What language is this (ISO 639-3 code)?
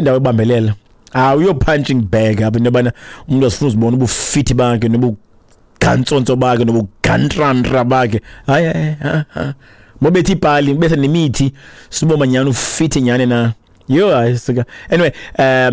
xho